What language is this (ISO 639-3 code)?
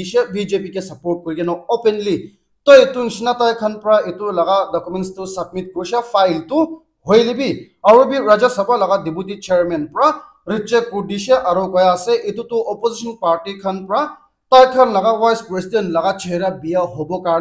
nag